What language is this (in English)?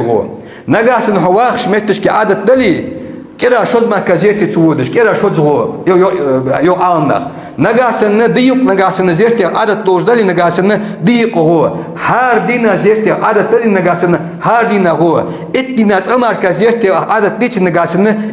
Ingush